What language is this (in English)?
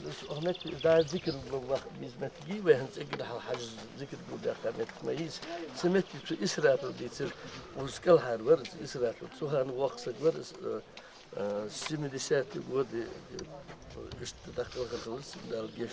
Ingush